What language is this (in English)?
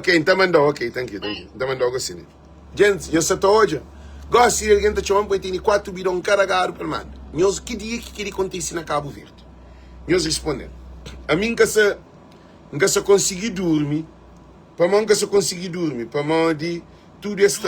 Kabuverdianu